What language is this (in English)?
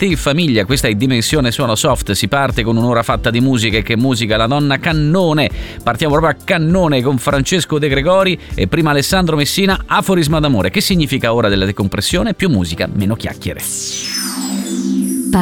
Italian